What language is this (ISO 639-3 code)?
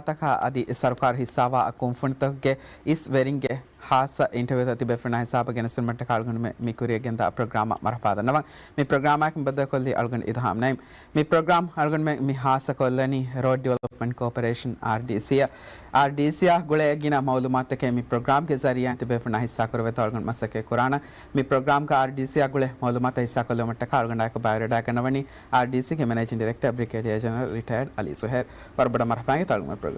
div